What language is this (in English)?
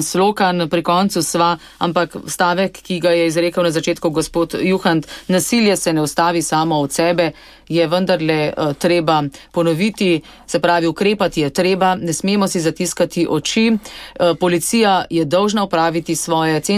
Slovenian